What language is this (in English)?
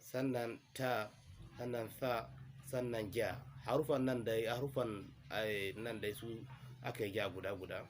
Hausa